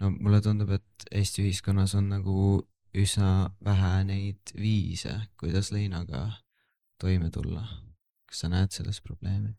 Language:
Estonian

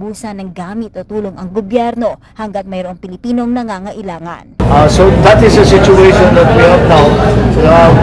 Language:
Filipino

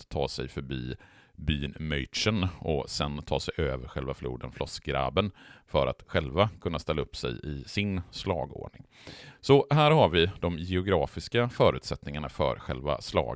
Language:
Swedish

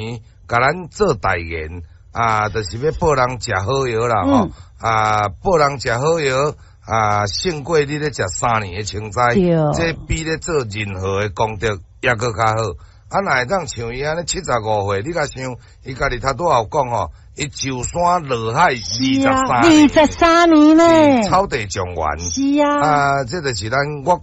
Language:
Min Nan Chinese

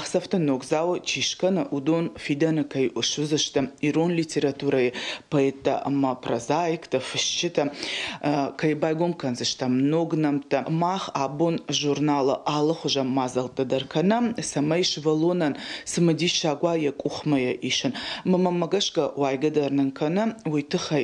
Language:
Ossetic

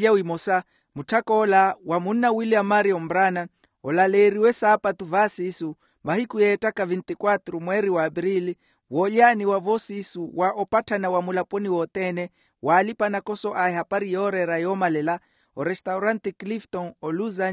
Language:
Makhuwa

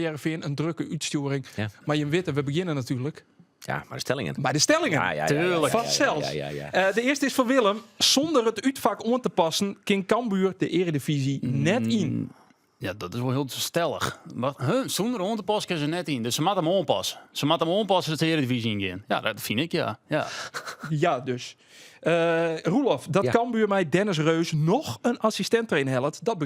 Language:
Western Frisian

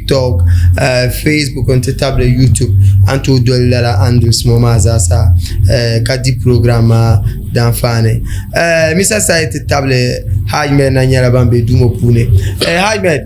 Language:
Dagbani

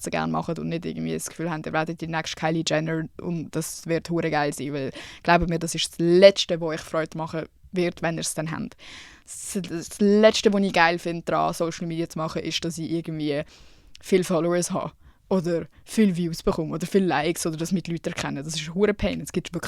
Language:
Swiss German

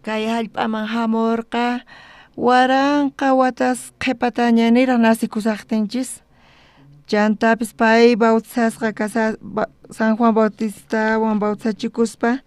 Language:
South Bolivian Quechua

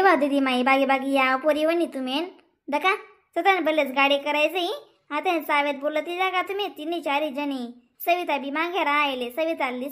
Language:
Khandesi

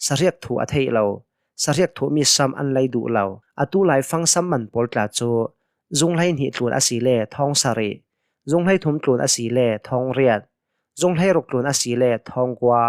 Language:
Hakha Chin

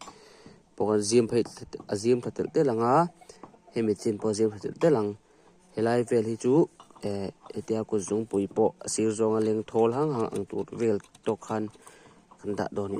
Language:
Mizo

